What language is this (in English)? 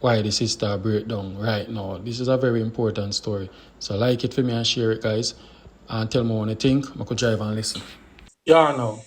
Jamaican Creole English